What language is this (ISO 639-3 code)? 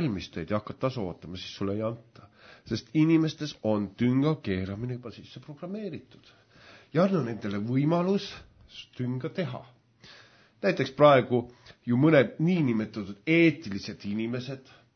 est